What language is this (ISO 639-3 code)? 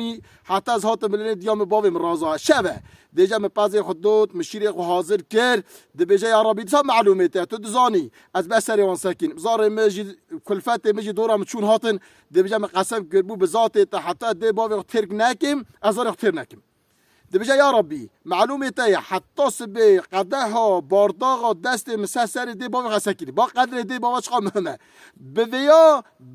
kur